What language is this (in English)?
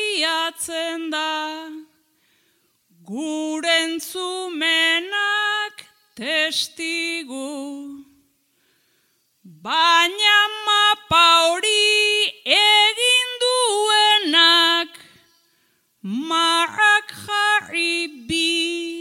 Basque